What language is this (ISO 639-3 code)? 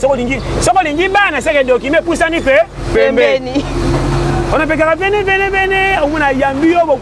lin